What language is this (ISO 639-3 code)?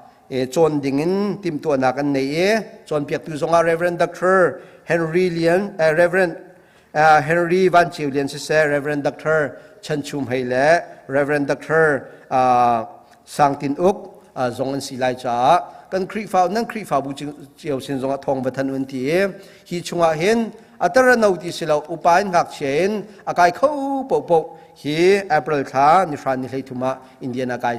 cnh